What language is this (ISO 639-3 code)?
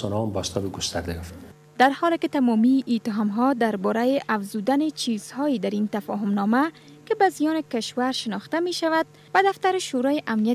fas